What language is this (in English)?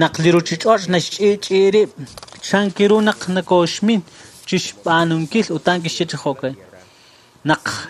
Kekchí